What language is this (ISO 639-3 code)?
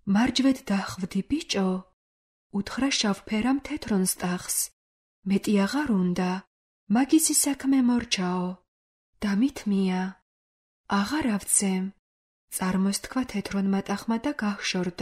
kat